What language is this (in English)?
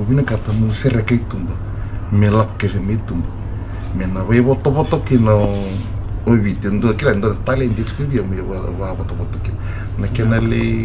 Fijian